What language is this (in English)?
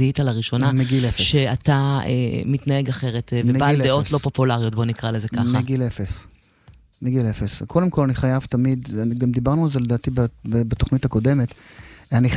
Hebrew